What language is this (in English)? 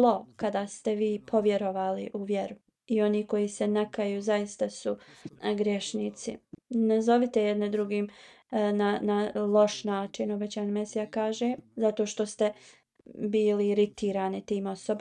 Bosnian